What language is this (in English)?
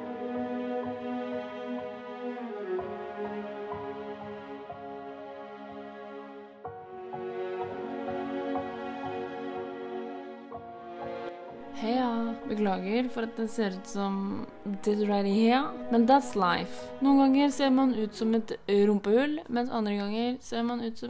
Norwegian